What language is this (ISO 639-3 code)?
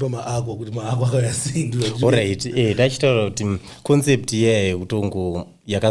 sna